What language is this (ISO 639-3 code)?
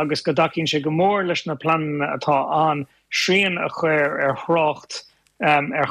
gle